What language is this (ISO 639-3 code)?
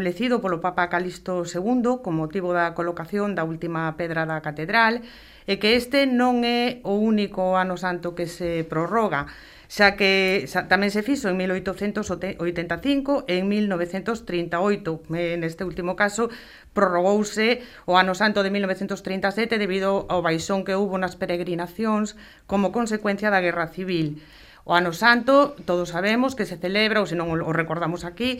glg